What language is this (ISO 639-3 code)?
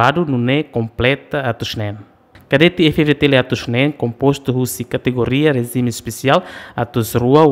tet